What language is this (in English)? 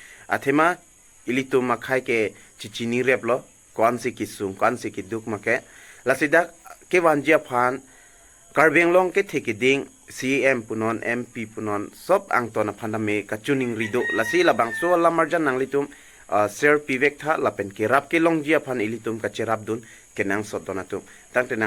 Karbi